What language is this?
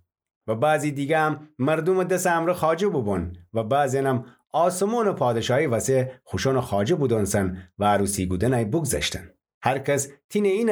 Gilaki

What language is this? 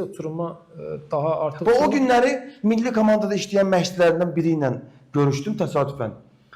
Azerbaijani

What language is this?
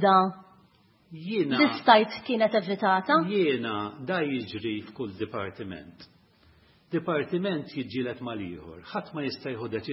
Maltese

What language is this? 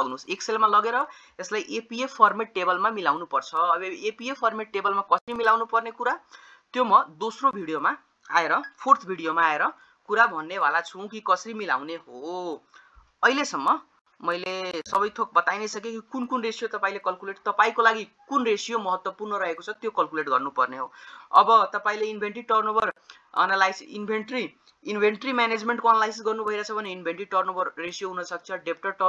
Nepali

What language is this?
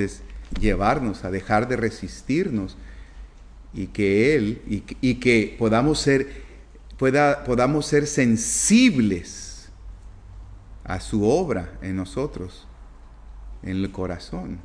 Spanish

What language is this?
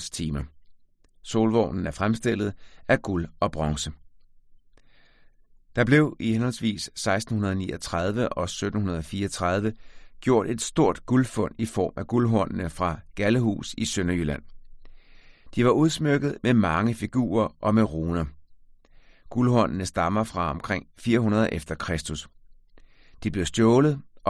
Danish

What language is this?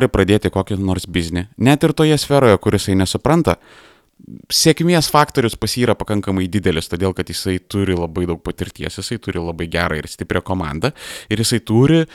Lithuanian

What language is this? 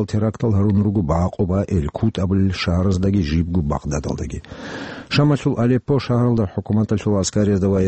Avaric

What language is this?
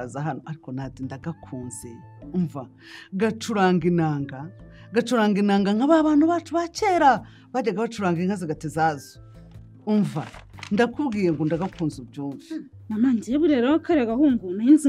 Kinyarwanda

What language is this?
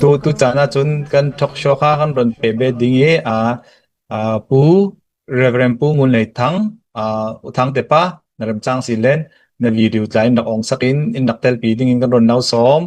Falam Chin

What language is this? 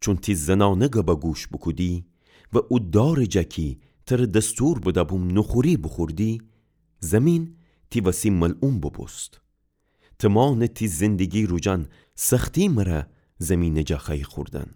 Gilaki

